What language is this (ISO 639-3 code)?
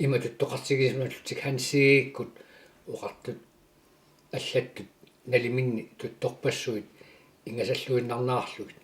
kal